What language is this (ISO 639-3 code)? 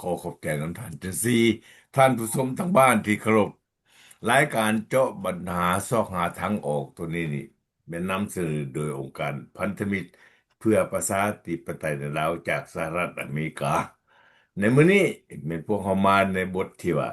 lao